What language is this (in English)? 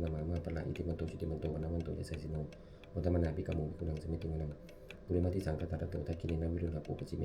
Pali